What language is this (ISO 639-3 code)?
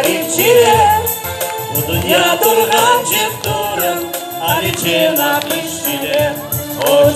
crh